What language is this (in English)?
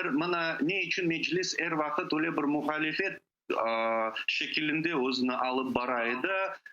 Crimean Tatar